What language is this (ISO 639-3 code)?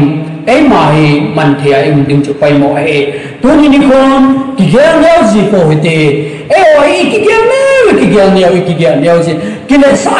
tcz